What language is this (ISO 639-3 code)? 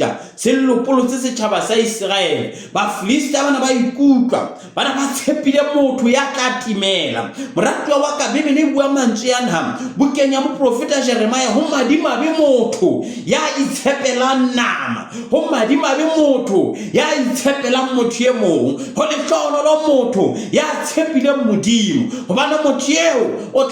sot